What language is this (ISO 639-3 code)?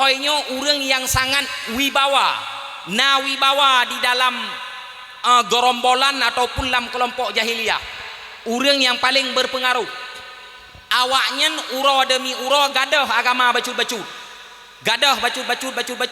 ace